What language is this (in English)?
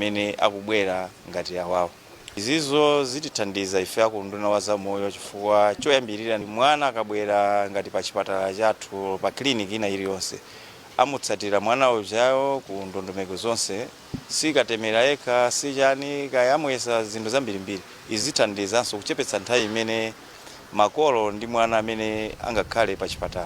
Nyanja